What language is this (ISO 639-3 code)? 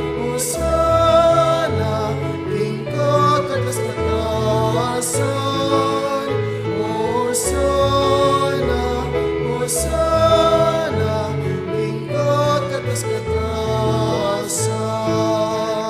pam